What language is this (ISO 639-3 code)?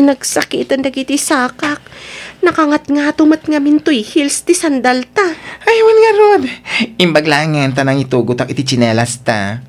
ilo